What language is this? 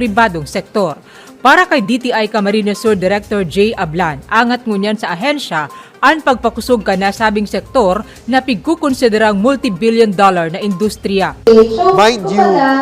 Bikol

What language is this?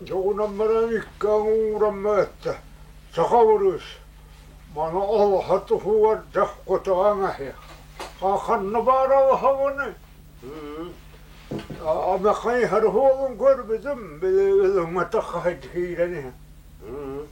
Yakut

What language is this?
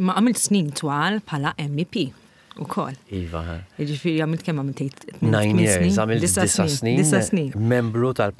Maltese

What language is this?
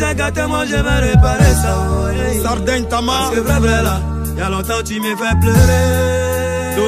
French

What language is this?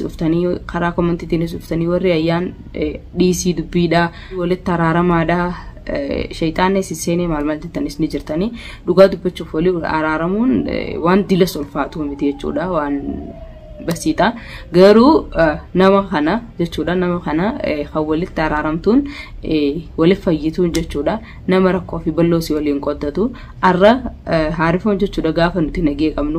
Oromo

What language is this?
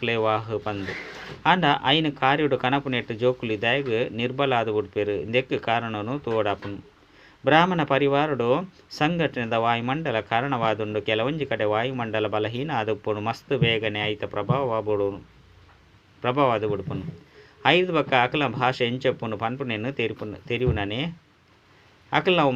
Tulu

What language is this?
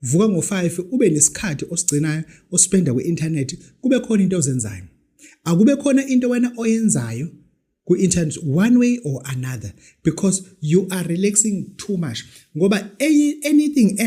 Zulu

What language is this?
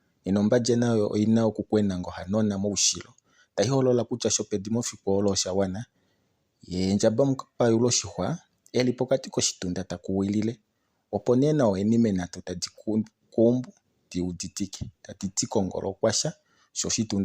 Kuanyama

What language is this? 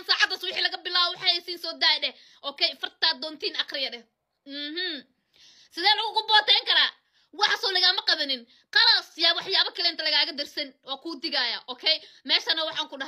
Somali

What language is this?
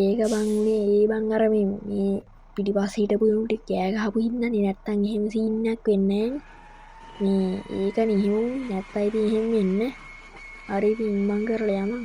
Sinhala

